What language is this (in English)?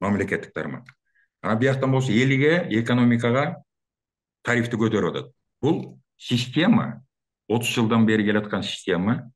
Kyrgyz